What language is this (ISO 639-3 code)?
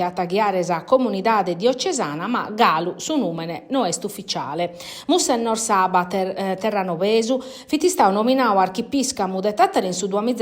srd